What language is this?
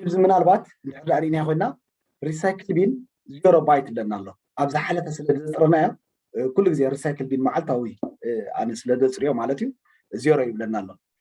Tigrinya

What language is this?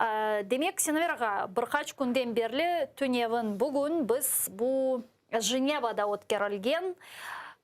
Crimean Tatar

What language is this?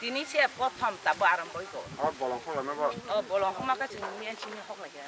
Kok Borok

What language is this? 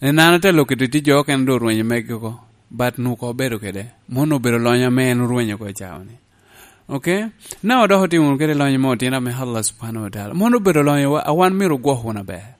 Lango (Uganda)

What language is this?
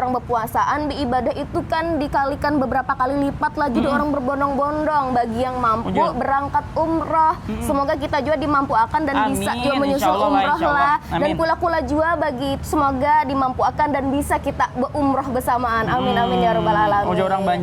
Banjar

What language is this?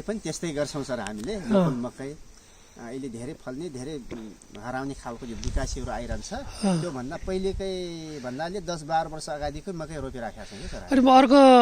Nepali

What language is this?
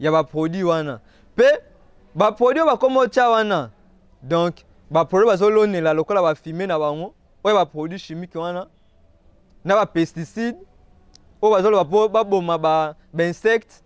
Lingala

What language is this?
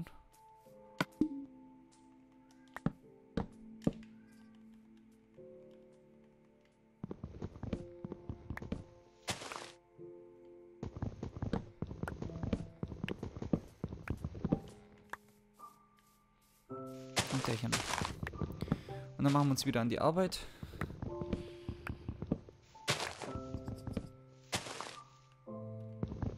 German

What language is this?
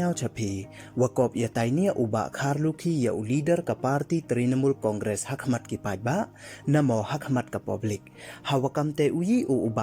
Pnar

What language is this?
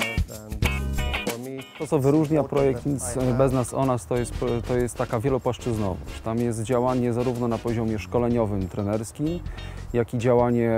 Polish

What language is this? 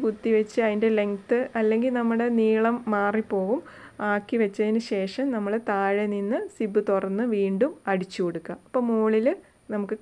Malayalam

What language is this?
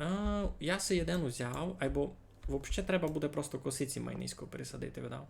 Rusyn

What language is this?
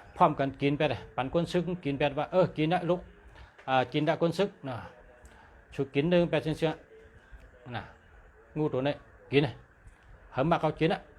Shan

